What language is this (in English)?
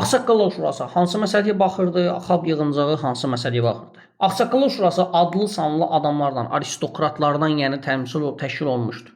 Azerbaijani